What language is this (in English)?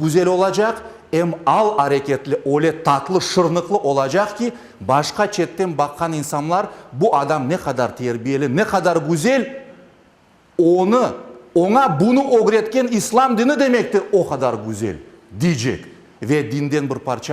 Crimean Tatar